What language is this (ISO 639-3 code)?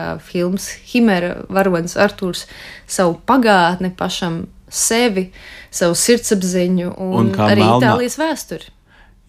lav